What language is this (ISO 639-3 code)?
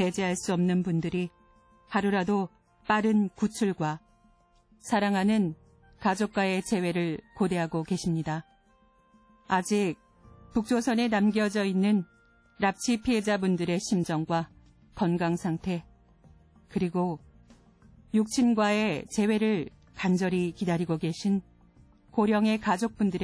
kor